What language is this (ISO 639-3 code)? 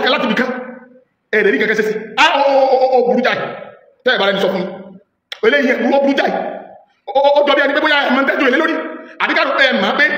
yor